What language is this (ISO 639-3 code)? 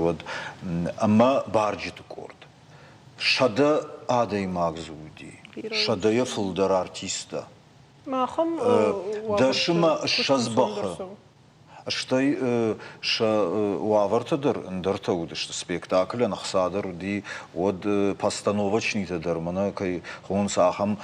oss